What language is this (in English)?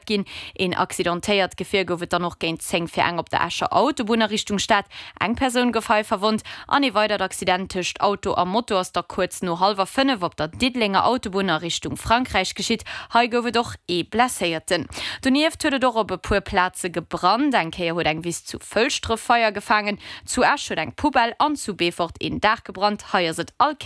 Luxembourgish